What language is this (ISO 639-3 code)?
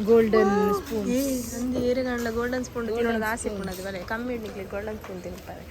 tcy